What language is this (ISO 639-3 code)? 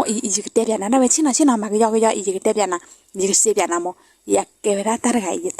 ksw